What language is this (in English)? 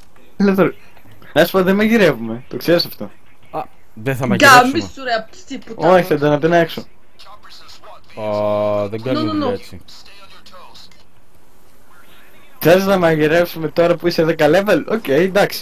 Greek